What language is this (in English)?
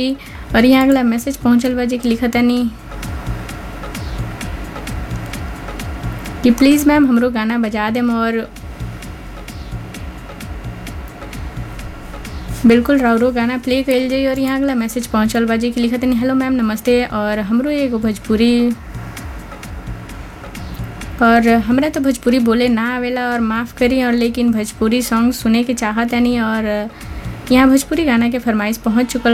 Bhojpuri